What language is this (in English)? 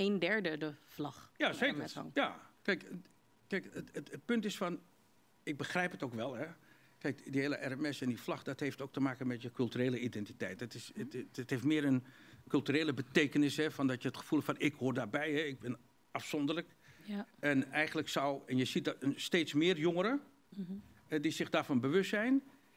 Dutch